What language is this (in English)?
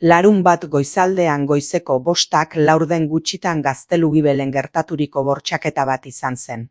Basque